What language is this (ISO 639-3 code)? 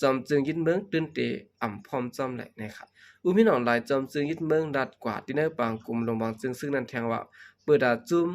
shn